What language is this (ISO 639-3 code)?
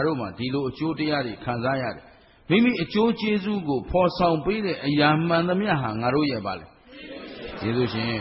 mya